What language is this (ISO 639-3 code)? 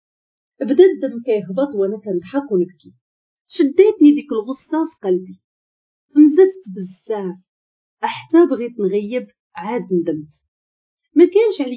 ary